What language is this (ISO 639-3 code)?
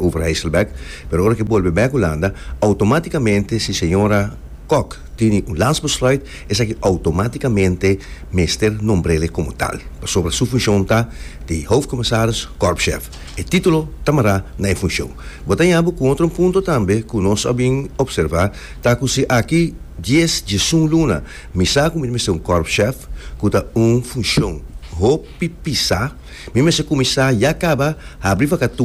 pap